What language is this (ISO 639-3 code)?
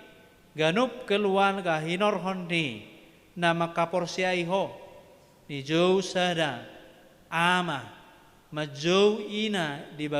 bbc